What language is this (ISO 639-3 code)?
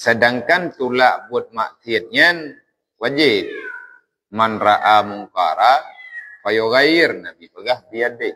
ace